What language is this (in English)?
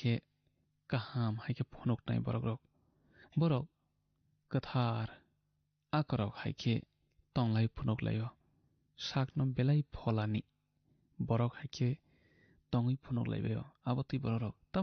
Kok Borok